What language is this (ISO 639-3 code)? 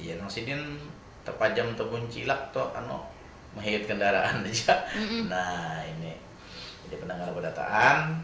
bjn